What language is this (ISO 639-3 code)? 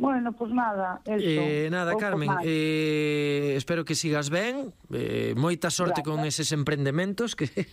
glg